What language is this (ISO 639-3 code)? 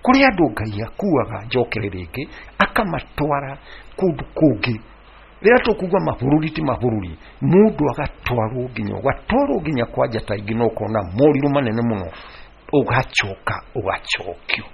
kik